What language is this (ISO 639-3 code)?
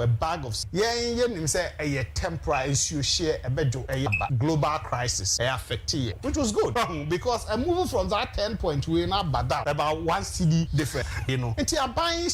aka